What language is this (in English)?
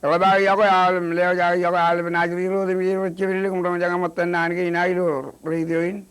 Marshallese